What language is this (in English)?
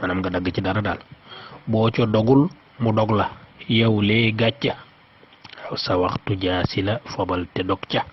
Wolof